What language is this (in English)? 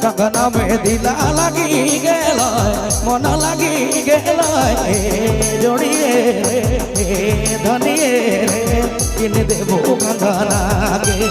Sadri